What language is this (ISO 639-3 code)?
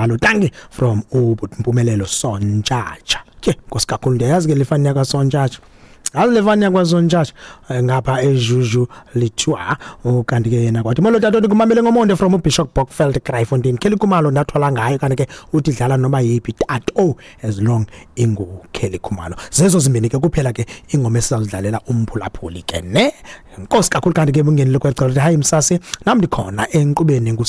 xho